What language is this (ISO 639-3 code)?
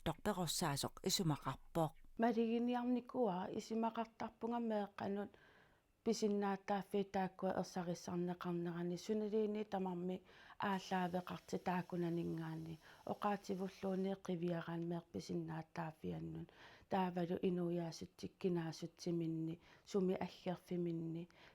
kal